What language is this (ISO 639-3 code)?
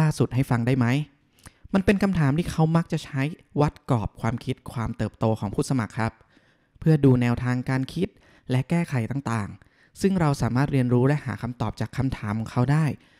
tha